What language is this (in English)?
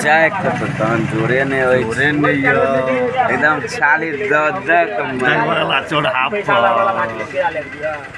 Maithili